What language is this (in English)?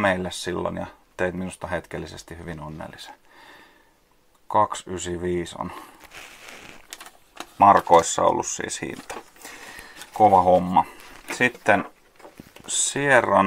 Finnish